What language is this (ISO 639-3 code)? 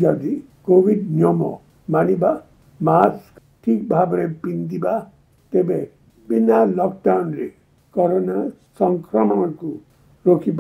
ori